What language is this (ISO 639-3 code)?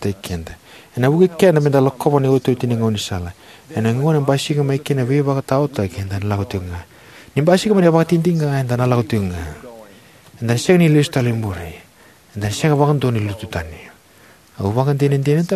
fij